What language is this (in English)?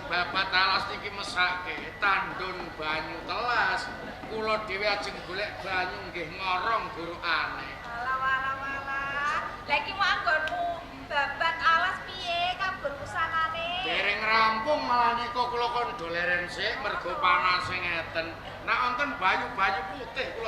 Javanese